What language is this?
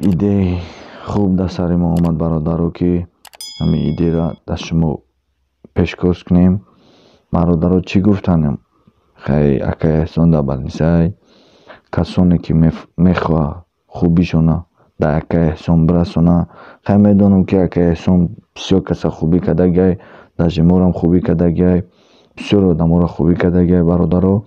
Tajik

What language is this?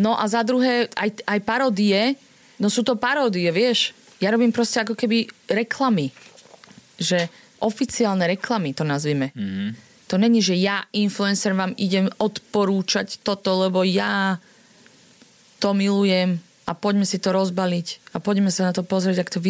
Slovak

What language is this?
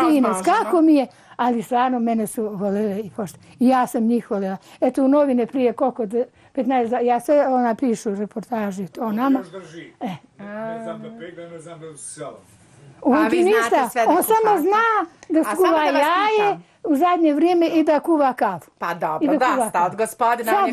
Bosnian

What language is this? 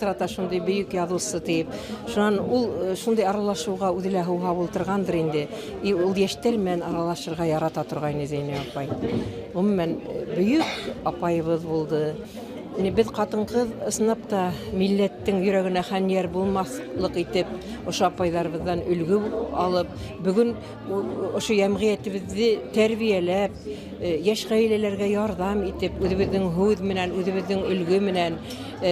Bashkir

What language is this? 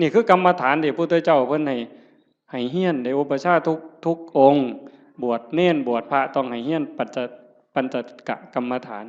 Northeastern Thai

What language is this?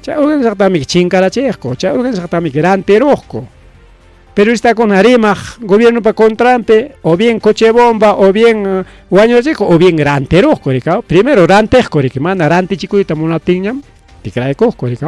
Ayacucho Quechua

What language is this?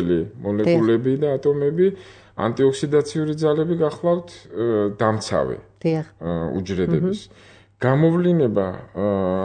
Georgian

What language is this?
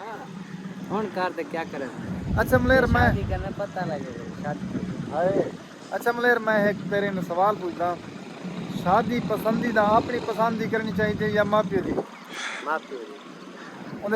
Saraiki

